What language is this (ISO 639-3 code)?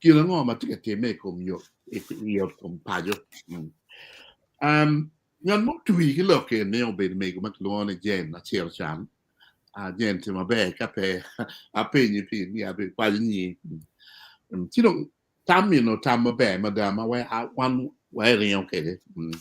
ach